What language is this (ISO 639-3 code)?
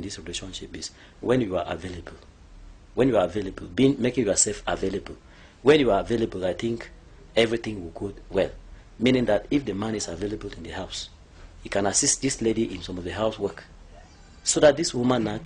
eng